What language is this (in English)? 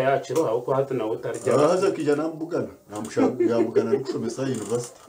Nyankole